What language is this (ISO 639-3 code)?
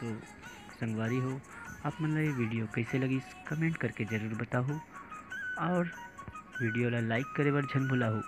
hne